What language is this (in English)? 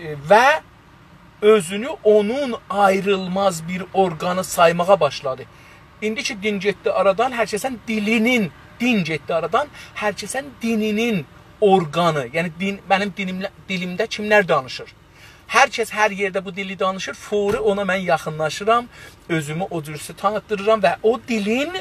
South Azerbaijani